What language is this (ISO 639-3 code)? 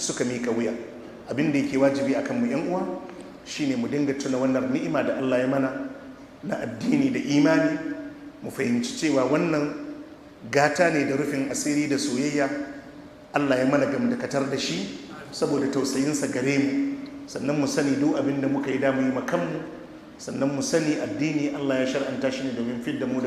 hau